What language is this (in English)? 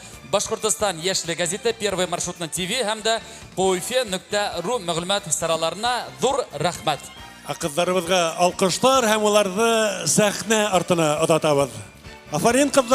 Bashkir